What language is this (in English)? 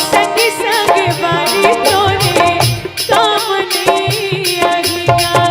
Chhattisgarhi